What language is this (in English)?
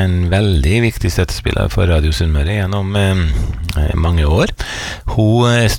Norwegian